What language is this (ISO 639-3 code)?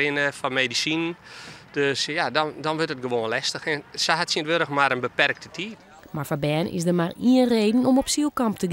fry